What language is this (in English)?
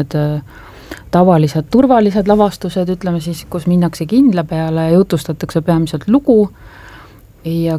Estonian